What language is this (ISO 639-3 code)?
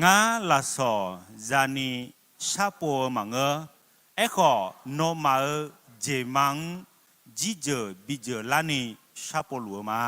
ahk